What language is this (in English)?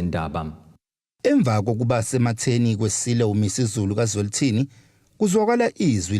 Zulu